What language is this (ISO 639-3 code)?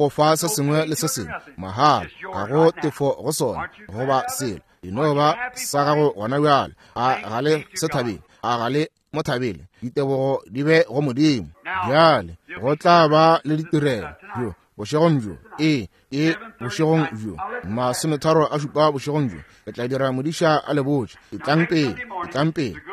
nso